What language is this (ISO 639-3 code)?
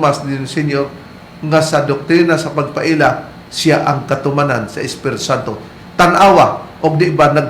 ceb